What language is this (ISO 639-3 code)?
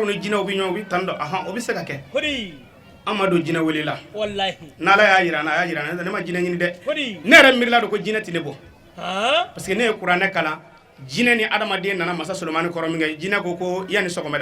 bam